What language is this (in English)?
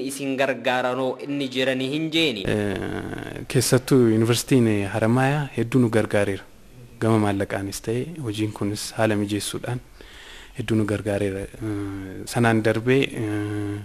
Oromo